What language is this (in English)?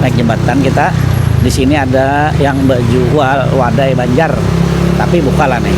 Banjar